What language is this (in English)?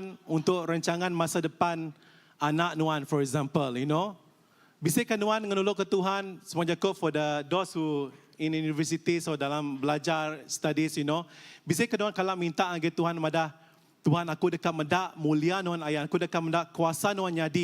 Iban